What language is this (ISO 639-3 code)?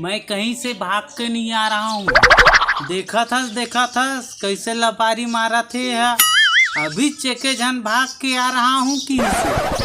hne